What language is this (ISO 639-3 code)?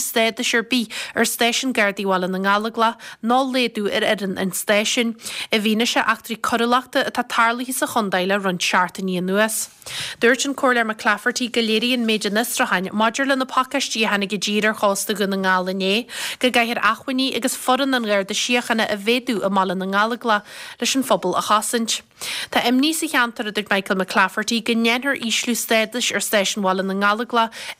gle